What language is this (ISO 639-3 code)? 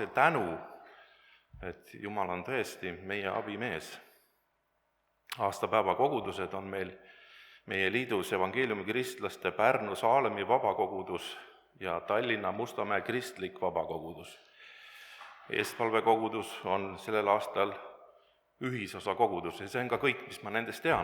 est